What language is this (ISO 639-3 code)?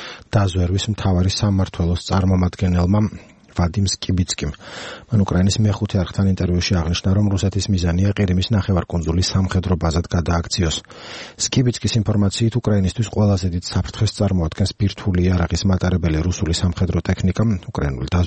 kat